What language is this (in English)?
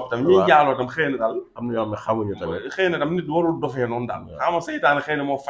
Wolof